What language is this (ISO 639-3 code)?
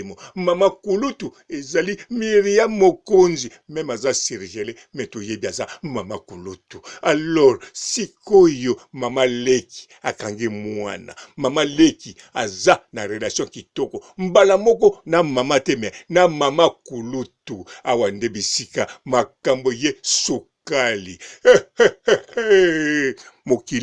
lin